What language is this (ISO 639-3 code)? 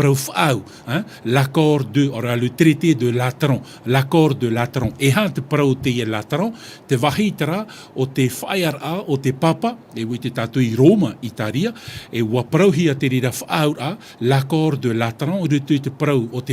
tah